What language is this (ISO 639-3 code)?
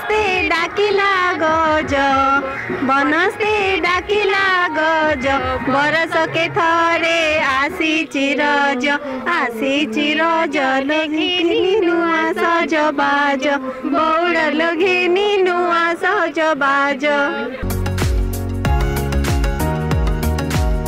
ori